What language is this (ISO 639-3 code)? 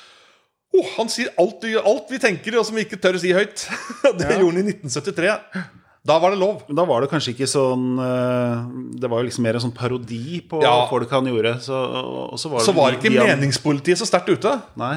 nor